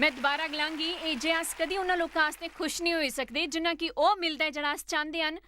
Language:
Dogri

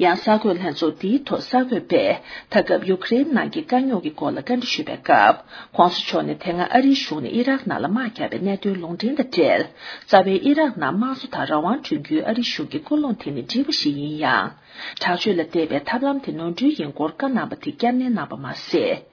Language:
Tibetan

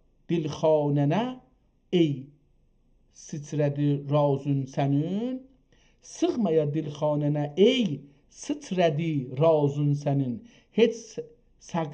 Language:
South Azerbaijani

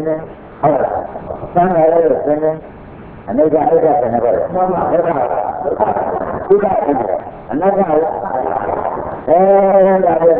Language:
Burmese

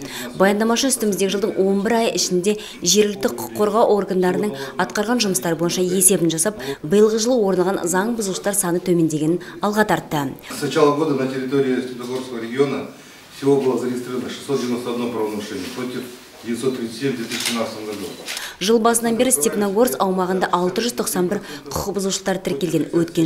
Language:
Kazakh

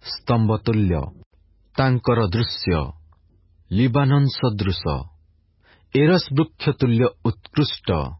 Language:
Odia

